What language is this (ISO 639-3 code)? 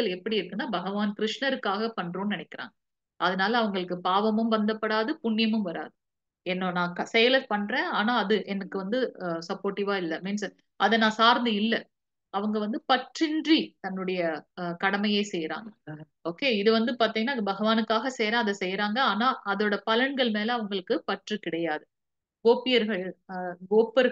tam